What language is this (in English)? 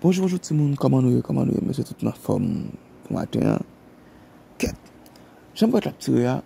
Haitian Creole